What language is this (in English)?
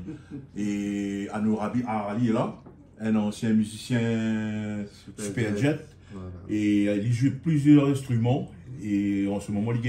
Réunion Creole French